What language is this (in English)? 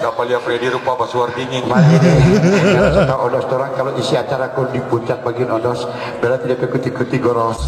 Manado Malay